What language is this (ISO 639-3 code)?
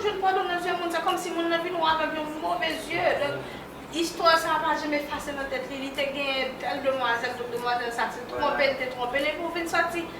hat